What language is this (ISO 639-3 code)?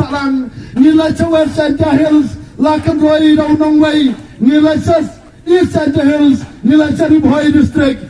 kha